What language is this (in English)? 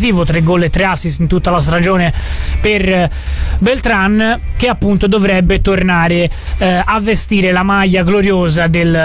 Italian